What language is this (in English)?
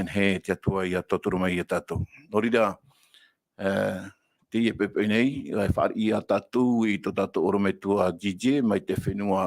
Tahitian